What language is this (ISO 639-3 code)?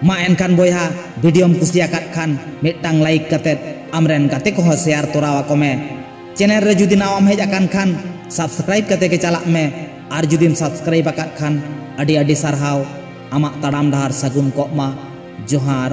sat